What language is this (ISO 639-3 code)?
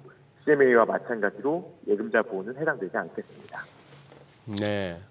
kor